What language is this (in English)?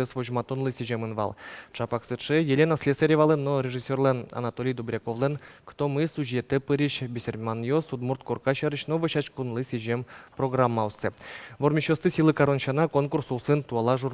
Udmurt